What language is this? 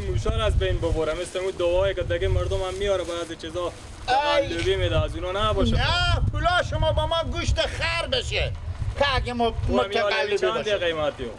Persian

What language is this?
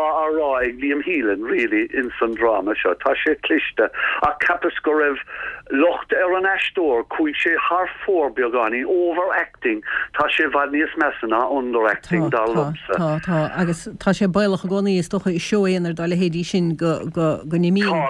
Irish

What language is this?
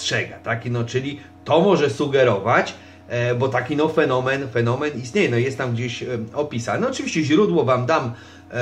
Polish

